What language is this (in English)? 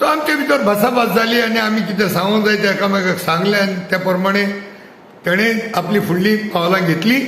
Konkani